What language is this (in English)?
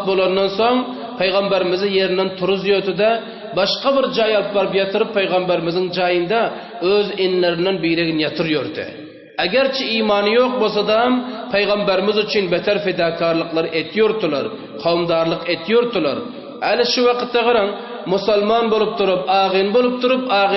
Turkmen